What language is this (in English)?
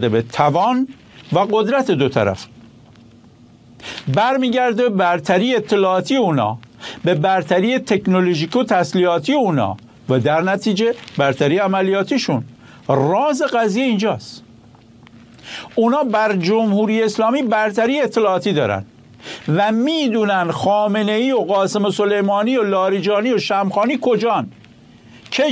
Persian